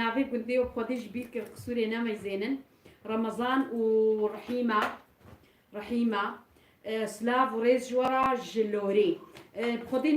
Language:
Kurdish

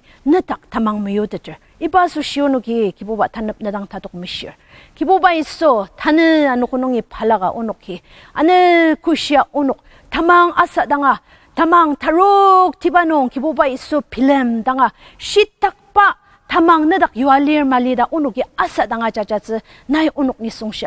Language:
Ao Naga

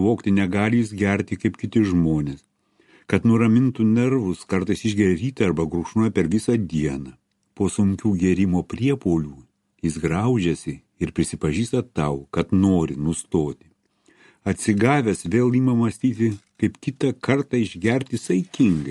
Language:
Lithuanian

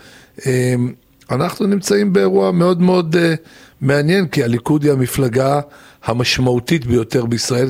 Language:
Hebrew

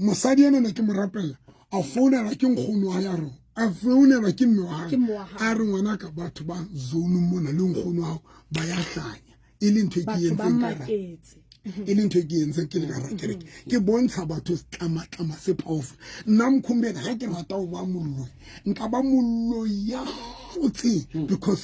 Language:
Southern Sotho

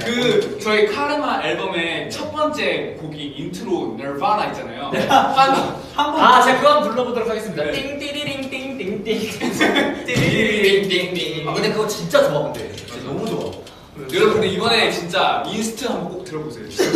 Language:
Korean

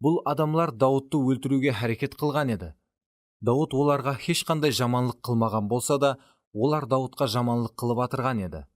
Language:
Kara-Kalpak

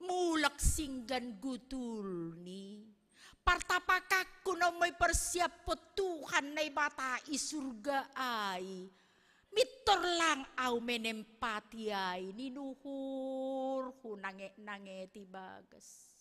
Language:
Batak Simalungun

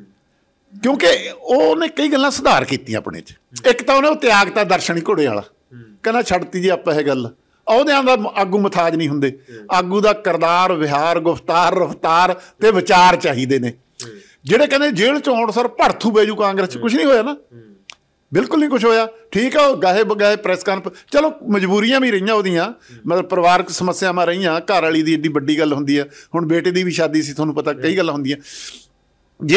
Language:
Punjabi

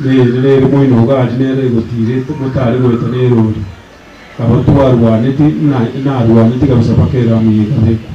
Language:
Gusii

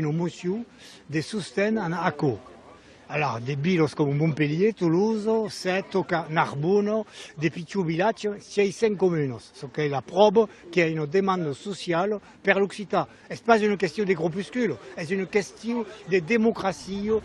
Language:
Occitan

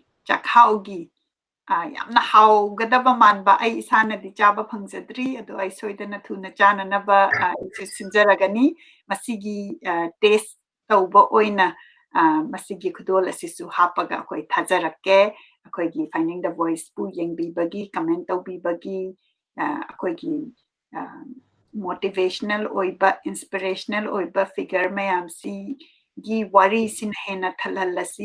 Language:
Manipuri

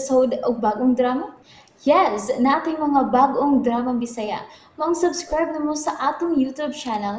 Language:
Cebuano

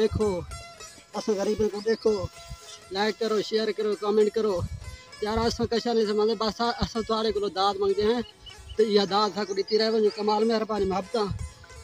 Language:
Saraiki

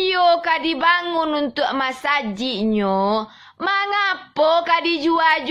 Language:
Minangkabau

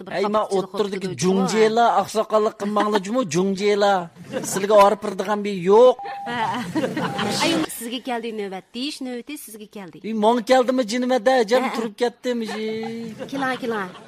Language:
Uyghur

